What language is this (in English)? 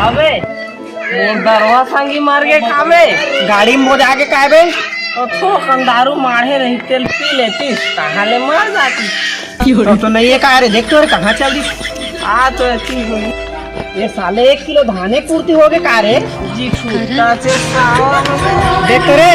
Chhattisgarhi